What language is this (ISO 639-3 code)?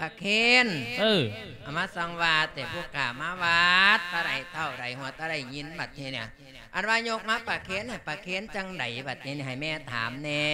lao